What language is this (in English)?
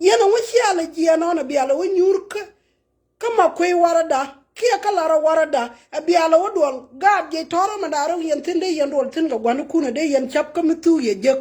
Nuer